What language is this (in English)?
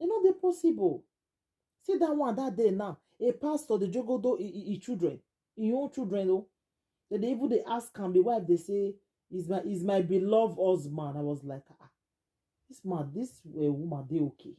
Nigerian Pidgin